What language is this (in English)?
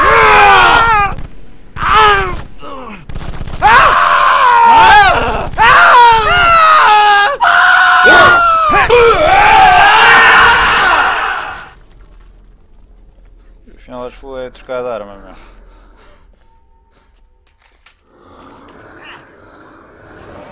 Portuguese